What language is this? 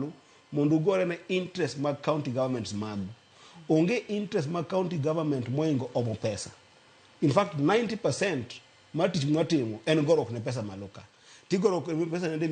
Luo (Kenya and Tanzania)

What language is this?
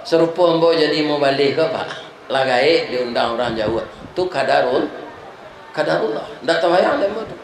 Minangkabau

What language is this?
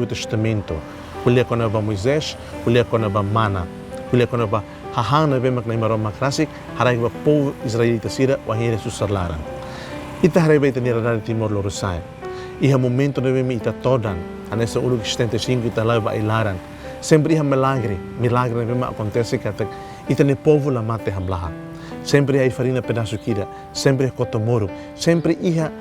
Tetum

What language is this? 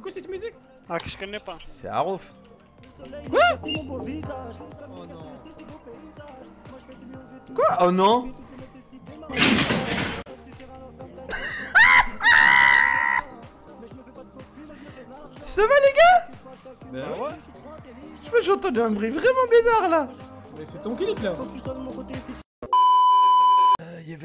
French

